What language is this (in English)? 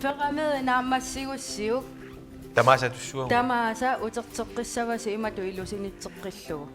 Kalaallisut